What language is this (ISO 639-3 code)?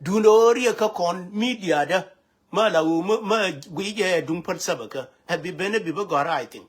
nus